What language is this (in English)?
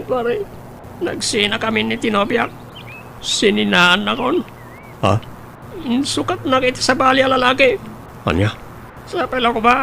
Iloko